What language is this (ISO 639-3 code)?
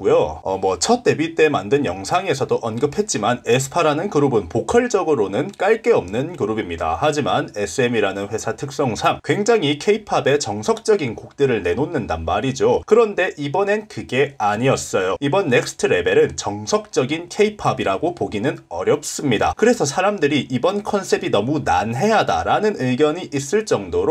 kor